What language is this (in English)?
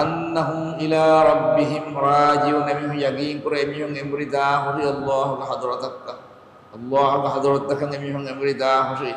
Divehi